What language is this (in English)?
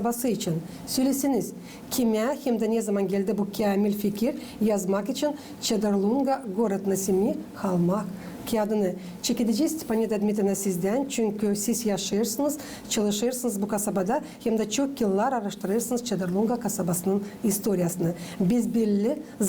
Gagauz